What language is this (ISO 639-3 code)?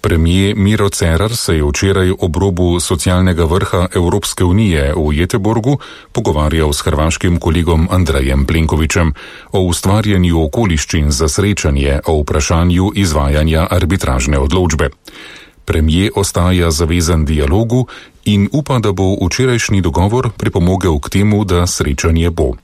slv